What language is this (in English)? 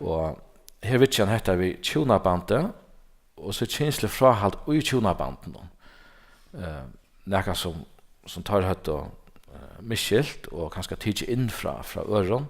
Faroese